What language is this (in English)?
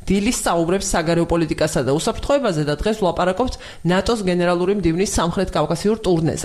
Georgian